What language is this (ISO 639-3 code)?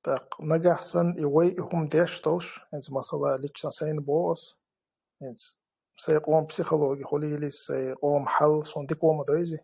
che